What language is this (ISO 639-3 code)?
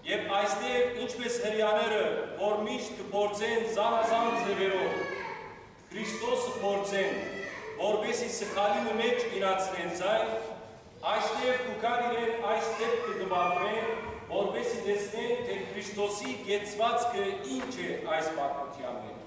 hyw